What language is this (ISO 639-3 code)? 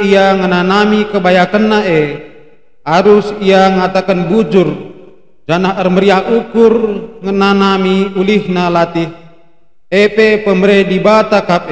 btx